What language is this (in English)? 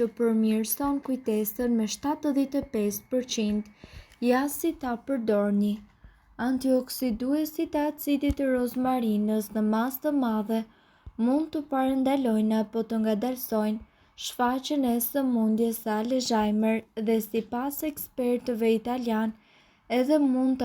Albanian